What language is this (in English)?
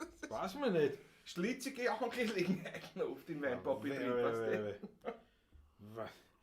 Bavarian